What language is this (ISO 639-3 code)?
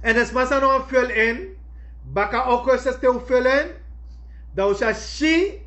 srn